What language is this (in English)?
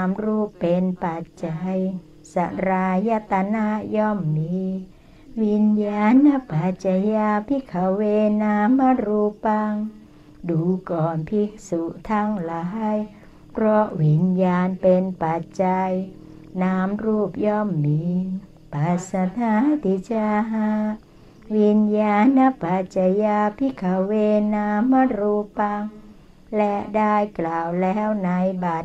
Thai